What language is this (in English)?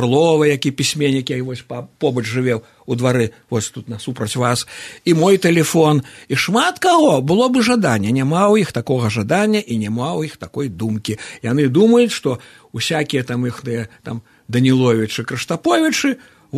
Belarusian